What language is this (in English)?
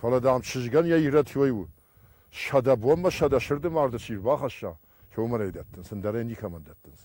Ossetic